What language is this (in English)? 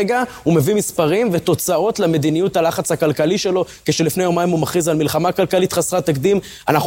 Hebrew